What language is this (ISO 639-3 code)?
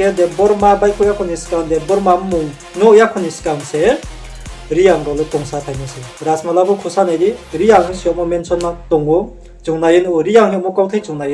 ria